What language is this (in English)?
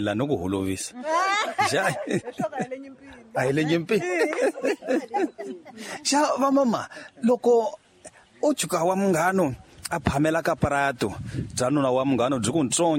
Tsonga